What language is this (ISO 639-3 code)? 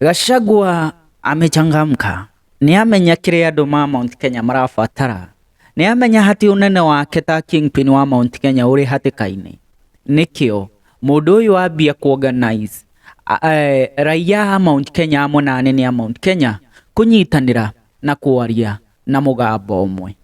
kik